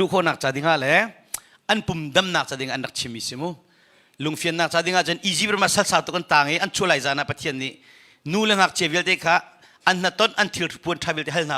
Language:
Hakha Chin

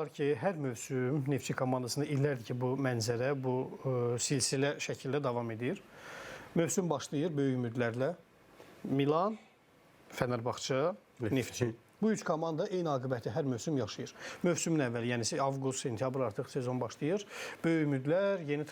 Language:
Azerbaijani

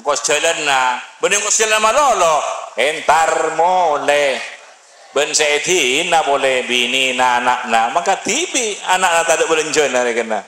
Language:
Madurese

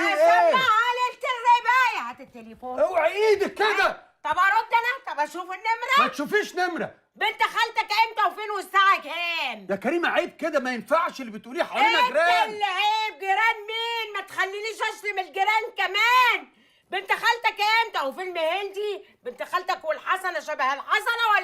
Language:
Egyptian Arabic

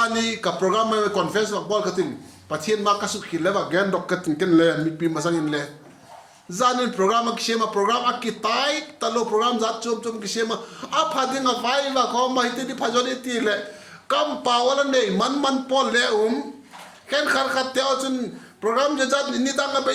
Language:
Vaiphei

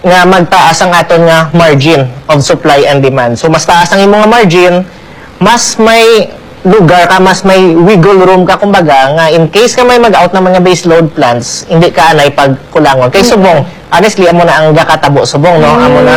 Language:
Hiligaynon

